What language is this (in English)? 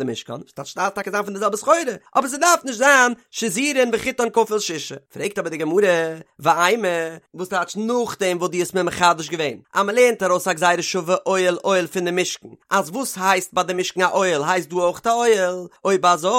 Yiddish